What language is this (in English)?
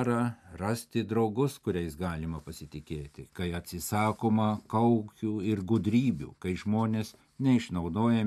Lithuanian